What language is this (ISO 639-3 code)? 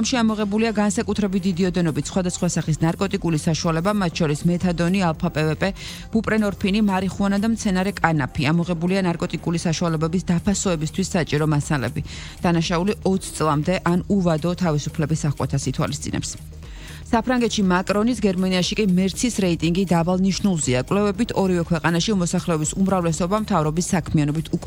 kat